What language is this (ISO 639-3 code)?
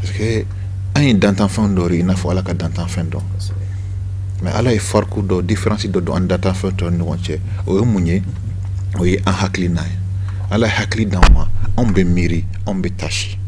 bam